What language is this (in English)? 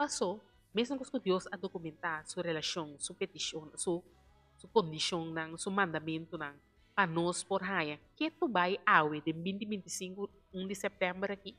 Papiamento